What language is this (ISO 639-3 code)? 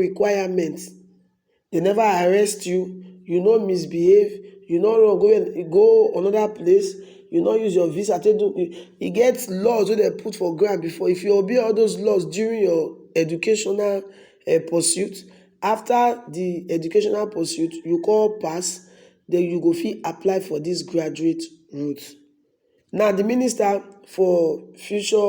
pcm